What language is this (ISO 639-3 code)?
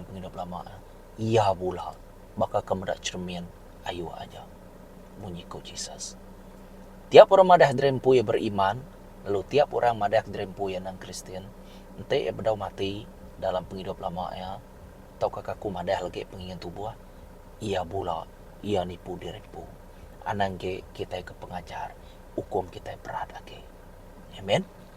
iba